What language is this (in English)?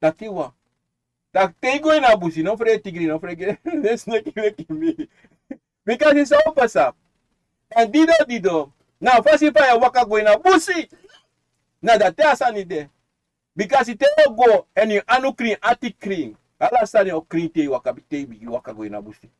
Sranan Tongo